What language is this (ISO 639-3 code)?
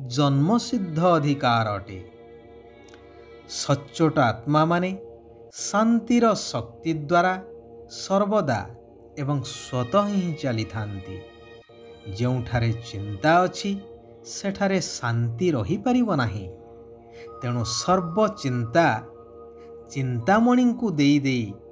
ori